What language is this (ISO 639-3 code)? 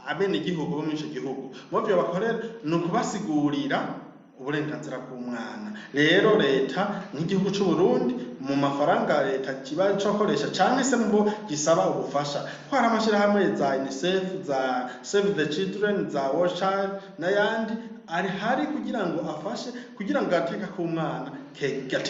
run